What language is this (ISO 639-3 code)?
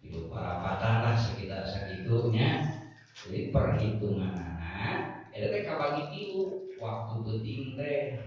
sun